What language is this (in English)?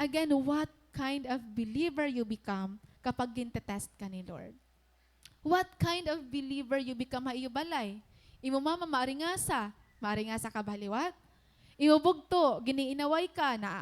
Waray